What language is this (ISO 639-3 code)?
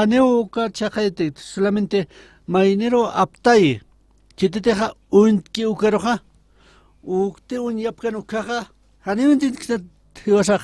aym